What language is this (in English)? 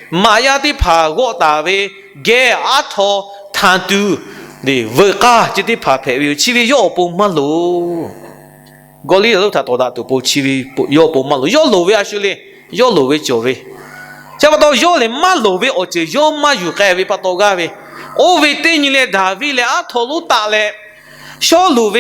Lahu